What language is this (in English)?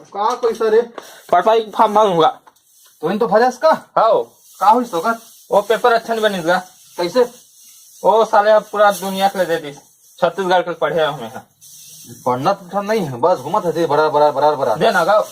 Chhattisgarhi